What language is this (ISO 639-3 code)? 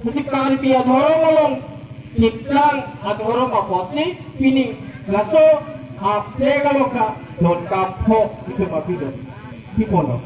mjw